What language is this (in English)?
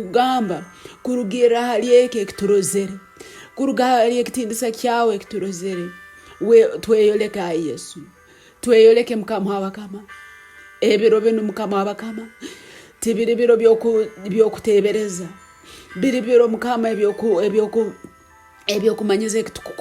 Nyankole